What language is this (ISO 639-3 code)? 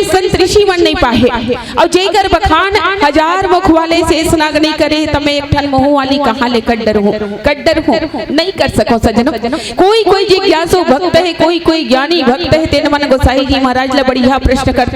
hne